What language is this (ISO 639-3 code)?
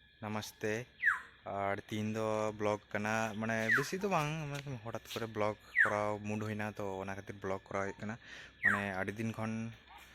sat